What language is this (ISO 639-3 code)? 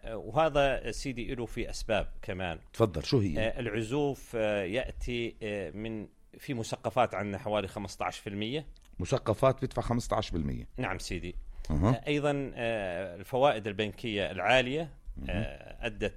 apc